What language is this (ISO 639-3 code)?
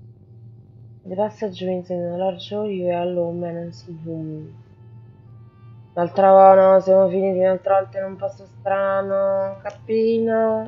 ita